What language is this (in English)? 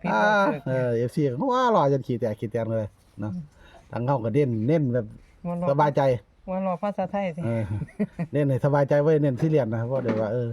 Northeastern Thai